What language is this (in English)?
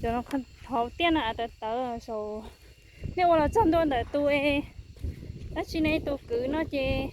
Hmong